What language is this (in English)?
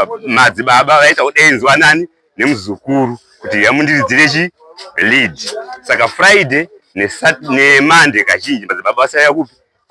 Shona